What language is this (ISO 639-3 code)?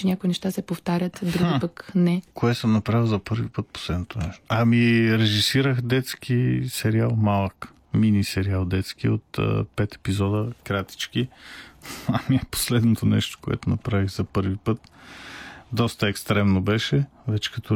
bul